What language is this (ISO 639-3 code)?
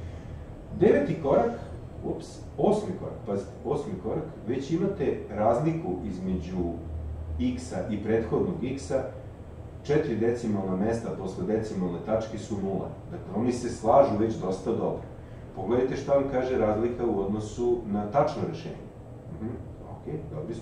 srp